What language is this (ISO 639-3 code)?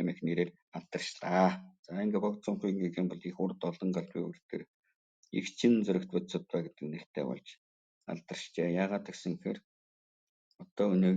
mon